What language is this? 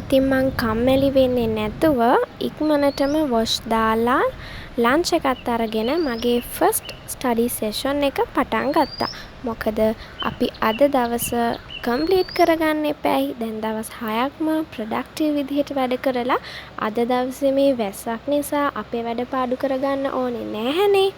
Sinhala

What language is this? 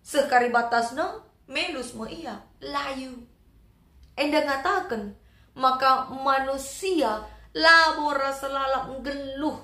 Batak Karo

